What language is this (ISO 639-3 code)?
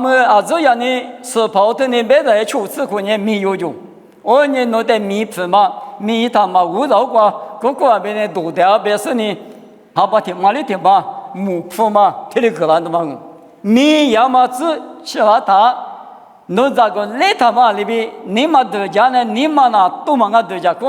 lis